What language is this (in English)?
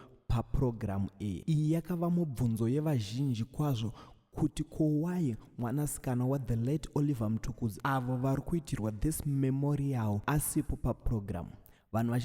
Shona